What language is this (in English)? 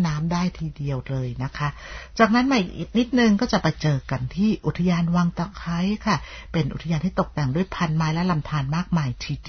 Thai